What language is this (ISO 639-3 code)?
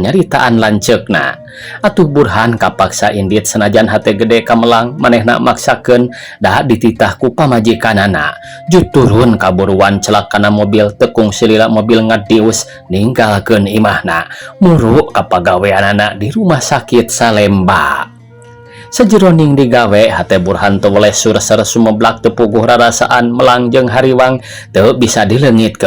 sun